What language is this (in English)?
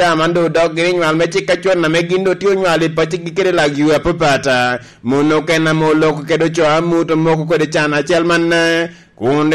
Lango (Uganda)